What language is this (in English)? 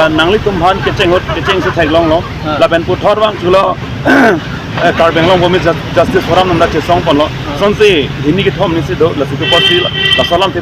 Karbi